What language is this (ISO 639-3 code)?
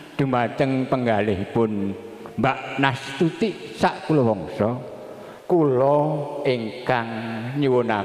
jav